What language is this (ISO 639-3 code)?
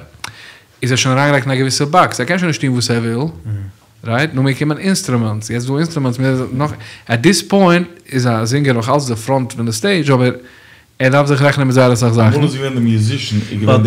yid